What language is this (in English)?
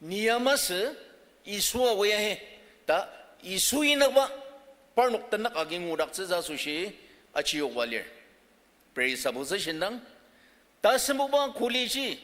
Ao Naga